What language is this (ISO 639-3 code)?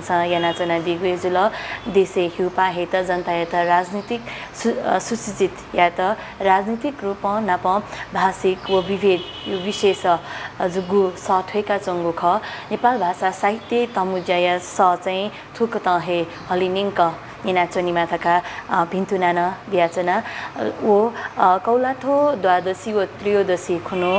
new